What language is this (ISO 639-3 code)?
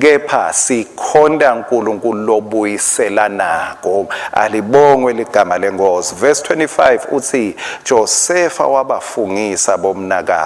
ssw